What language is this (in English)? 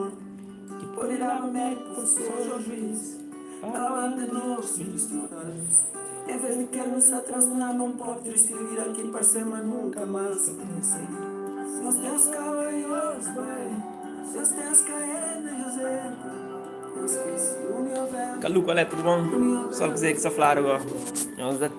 Kabuverdianu